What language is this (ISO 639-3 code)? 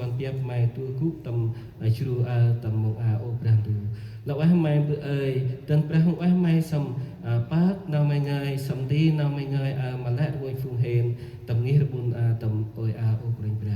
cmo